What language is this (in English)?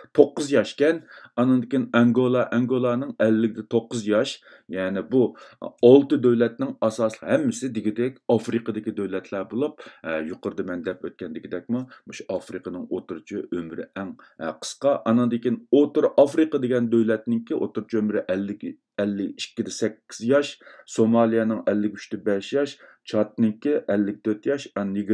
Uyghur